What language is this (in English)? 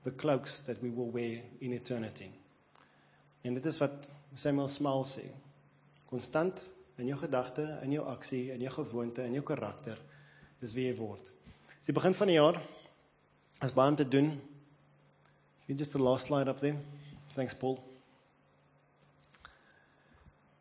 Afrikaans